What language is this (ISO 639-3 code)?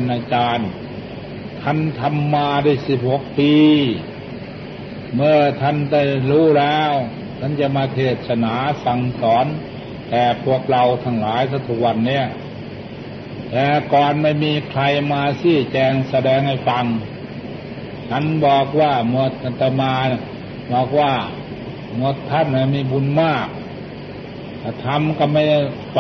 tha